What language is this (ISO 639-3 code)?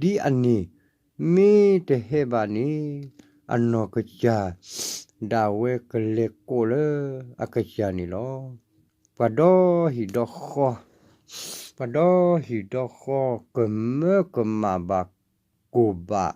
ksw